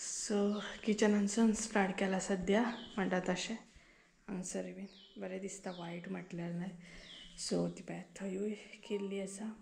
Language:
Konkani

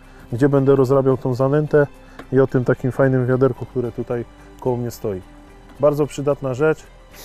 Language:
Polish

